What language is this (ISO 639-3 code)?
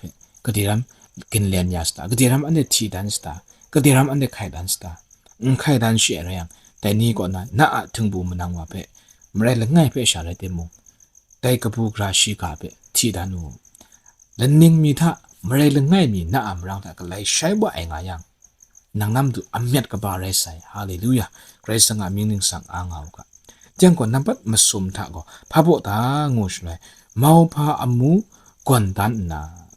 kac